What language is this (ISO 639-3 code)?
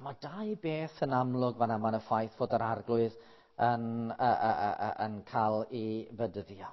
cym